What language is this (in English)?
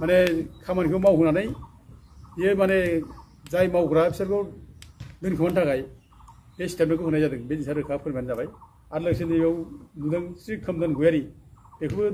Bodo